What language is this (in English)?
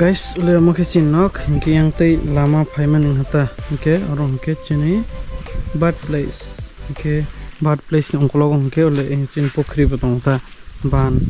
Kok Borok